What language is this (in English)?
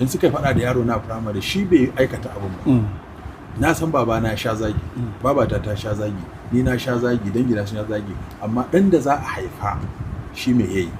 Hausa